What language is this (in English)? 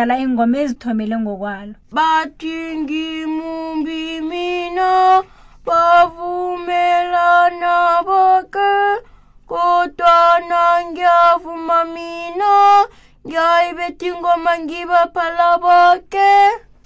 South Ndebele